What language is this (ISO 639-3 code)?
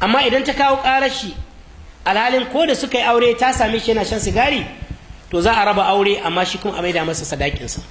hau